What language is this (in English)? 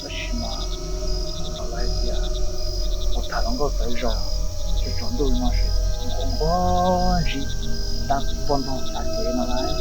Hmong